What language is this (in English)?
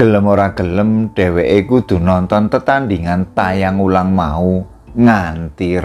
Javanese